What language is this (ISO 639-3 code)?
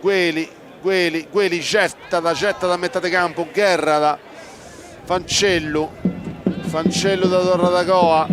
srd